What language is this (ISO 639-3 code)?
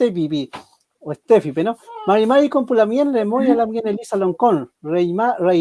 arn